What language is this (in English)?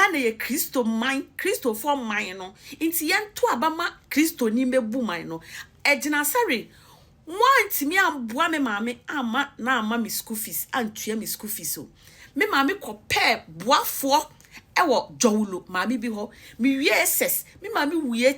Akan